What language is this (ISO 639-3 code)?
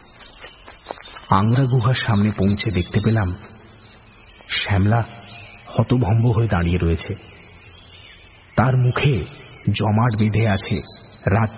ben